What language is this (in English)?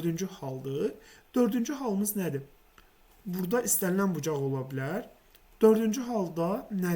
Azerbaijani